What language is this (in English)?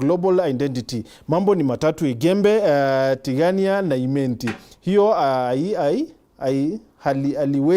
Meru